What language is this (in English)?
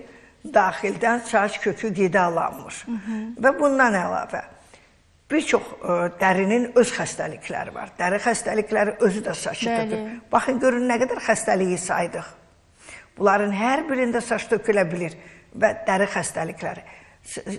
Azerbaijani